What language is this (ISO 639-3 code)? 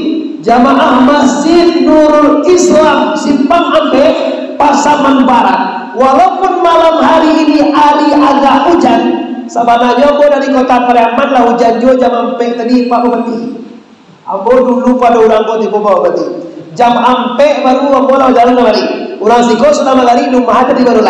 min